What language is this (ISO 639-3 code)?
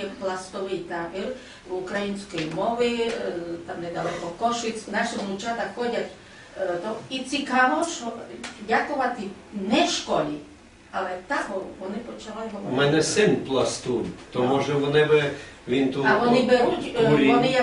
rue